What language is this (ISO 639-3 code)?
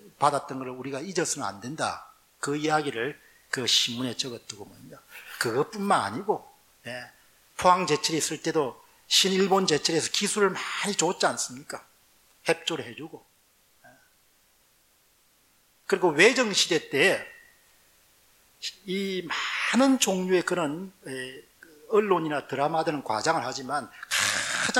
kor